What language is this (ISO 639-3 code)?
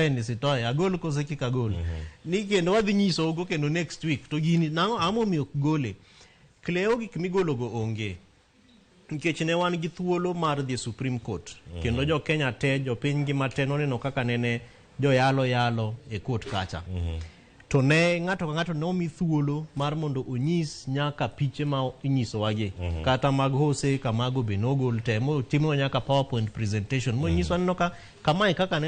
luo